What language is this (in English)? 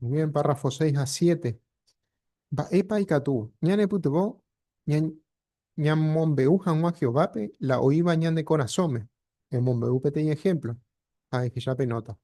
Guarani